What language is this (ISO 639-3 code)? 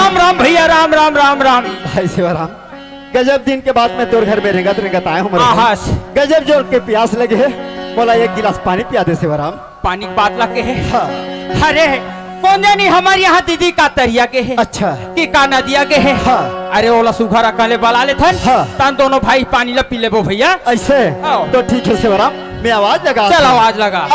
hne